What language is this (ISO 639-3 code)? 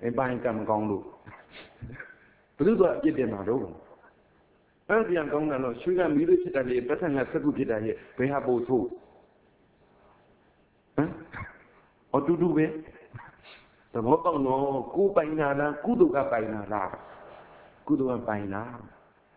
mya